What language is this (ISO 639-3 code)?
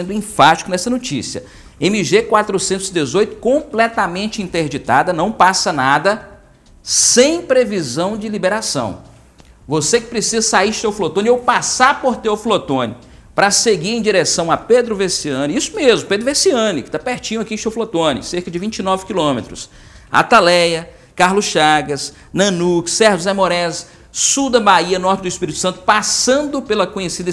por